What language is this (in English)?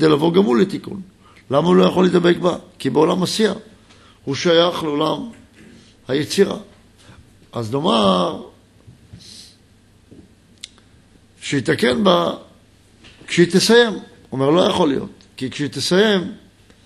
Hebrew